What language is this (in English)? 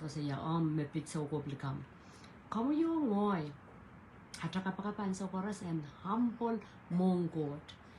Pohnpeian